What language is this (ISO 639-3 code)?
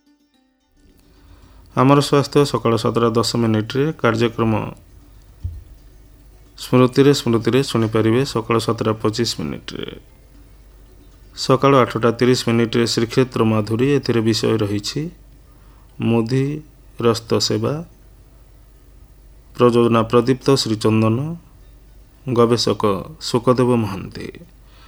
ori